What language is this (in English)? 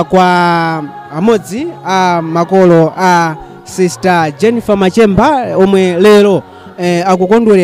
Nyanja